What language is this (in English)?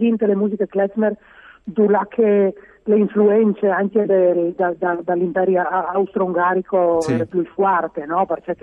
Friulian